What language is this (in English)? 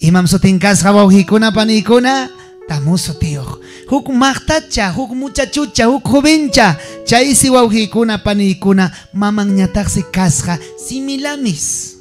Ayacucho Quechua